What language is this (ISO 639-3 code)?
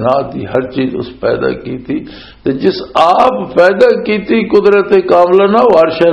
lah